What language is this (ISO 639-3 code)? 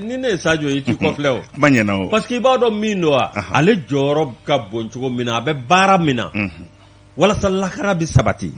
bam